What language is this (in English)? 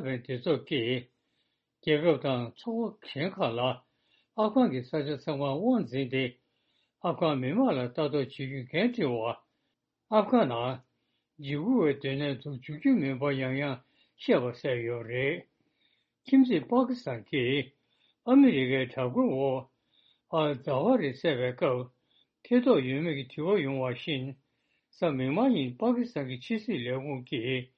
Tibetan